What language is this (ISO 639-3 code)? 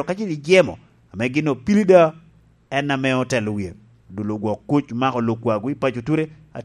laj